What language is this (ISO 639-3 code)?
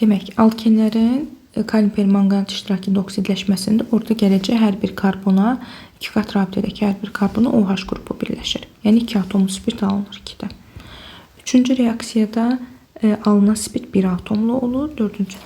aze